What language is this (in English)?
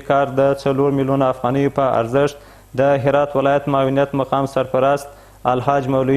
Pashto